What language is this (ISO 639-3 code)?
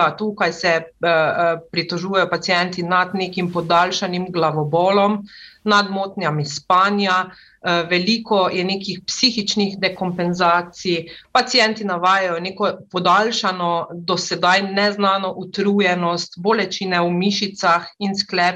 slv